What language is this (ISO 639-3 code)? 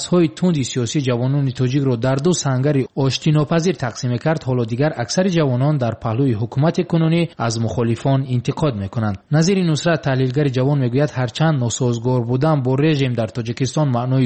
tgk